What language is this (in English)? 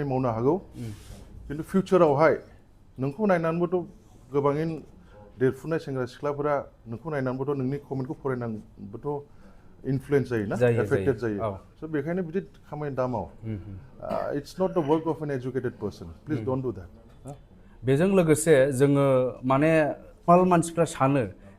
Bodo